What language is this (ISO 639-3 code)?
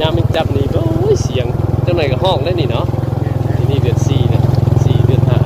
tts